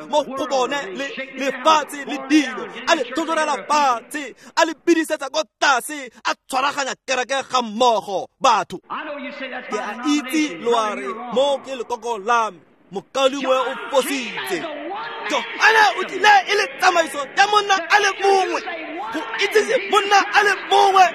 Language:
Tswana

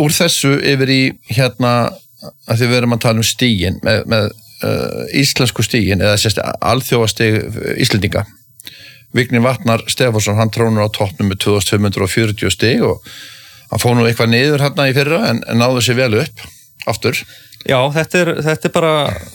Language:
Icelandic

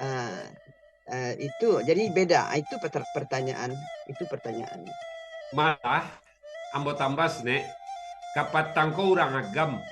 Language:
Minangkabau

